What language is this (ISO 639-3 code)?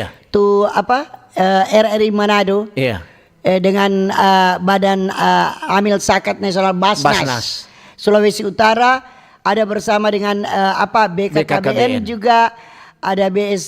xmm